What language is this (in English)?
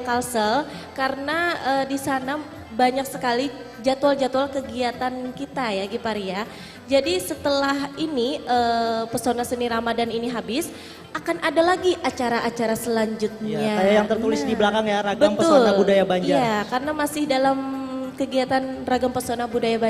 Banjar